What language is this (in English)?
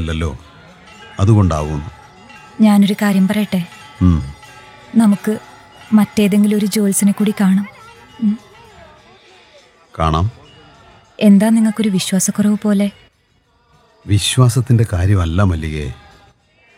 Malayalam